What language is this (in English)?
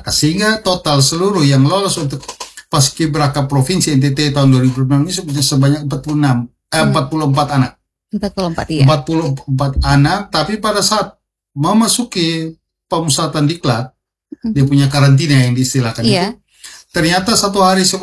Indonesian